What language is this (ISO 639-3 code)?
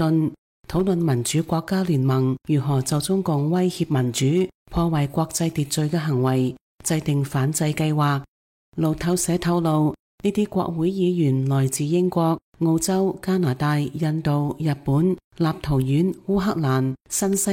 yue